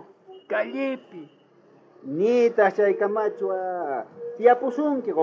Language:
South Bolivian Quechua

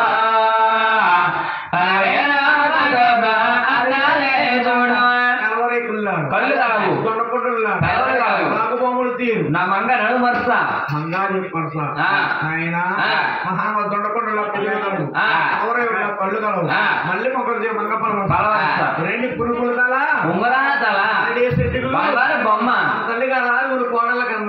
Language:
Telugu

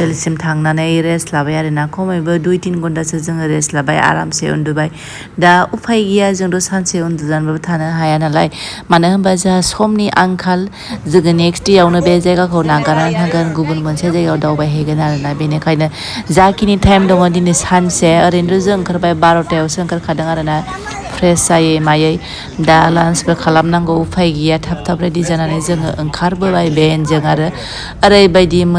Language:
Bodo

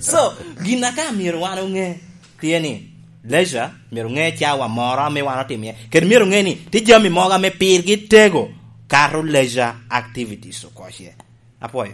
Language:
Lango (Uganda)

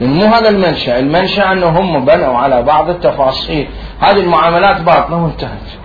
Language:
Mesopotamian Arabic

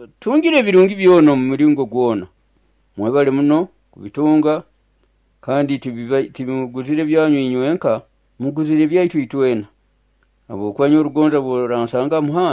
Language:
Nyoro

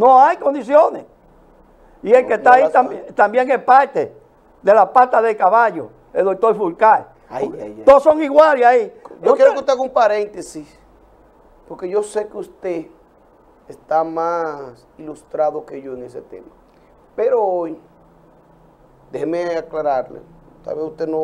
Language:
Spanish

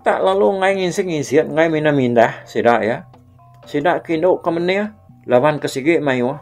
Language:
Iban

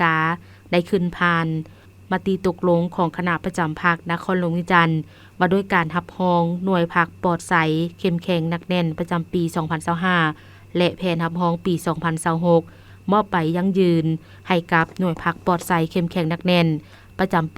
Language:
Lao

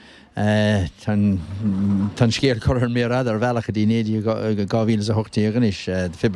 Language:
Irish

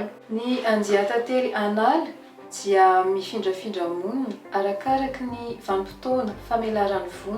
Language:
Malagasy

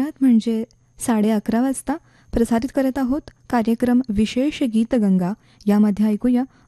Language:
Marathi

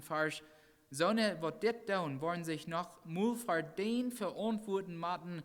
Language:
Plautdietsch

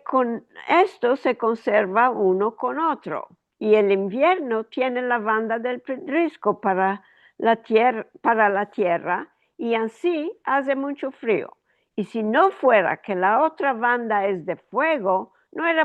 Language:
Ladino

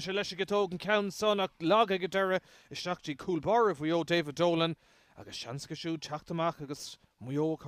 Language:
Irish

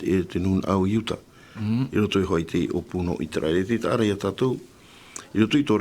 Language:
Tahitian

